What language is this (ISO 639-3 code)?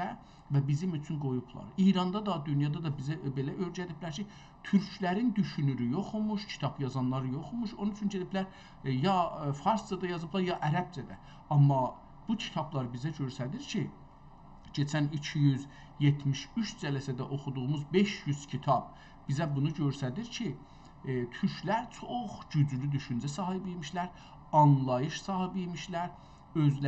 azb